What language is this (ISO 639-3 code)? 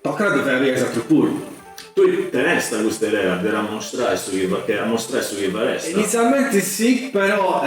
srd